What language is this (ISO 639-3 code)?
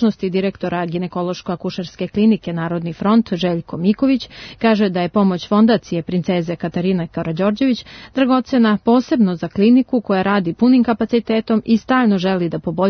srp